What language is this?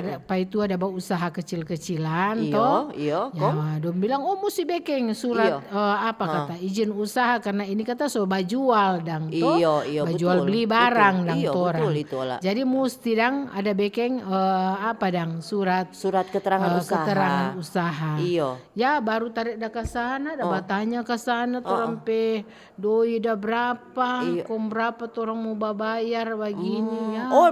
Manado Malay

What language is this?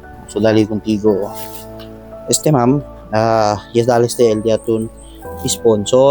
Chavacano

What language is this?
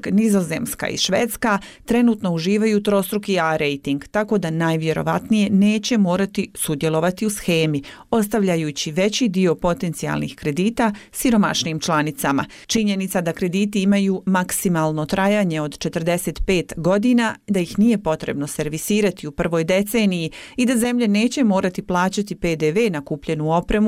Bosnian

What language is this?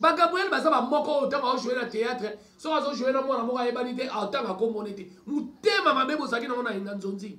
Lingala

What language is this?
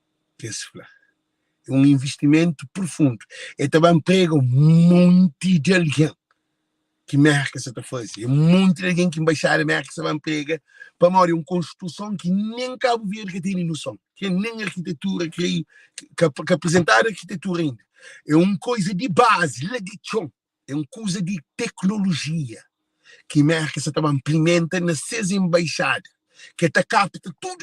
Kabuverdianu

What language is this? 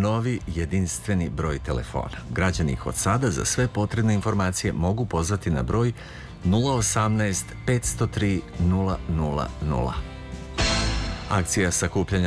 Serbian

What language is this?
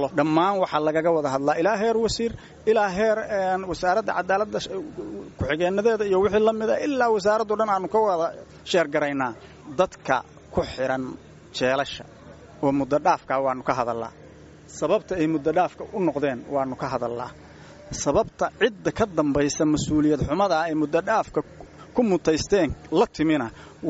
Somali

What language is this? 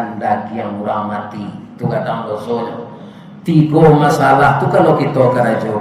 Minangkabau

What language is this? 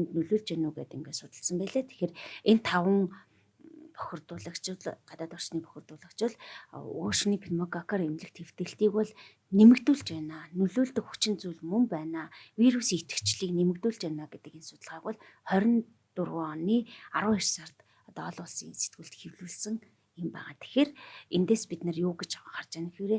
Mongolian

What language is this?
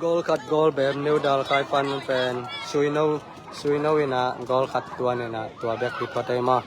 Tedim Chin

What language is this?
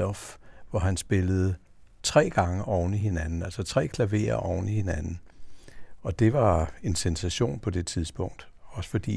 Danish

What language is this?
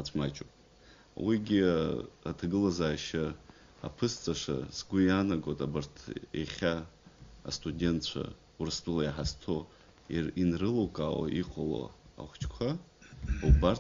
Abkhazian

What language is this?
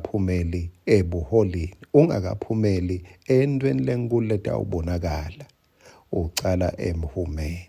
Swati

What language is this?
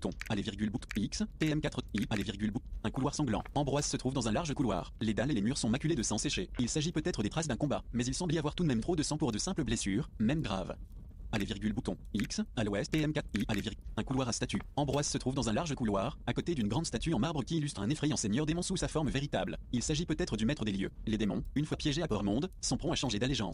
French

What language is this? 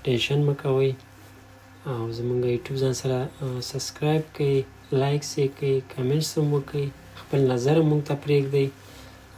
Pashto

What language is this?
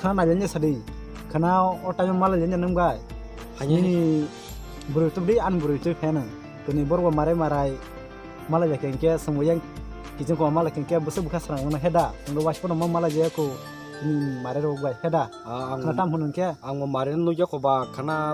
Kok Borok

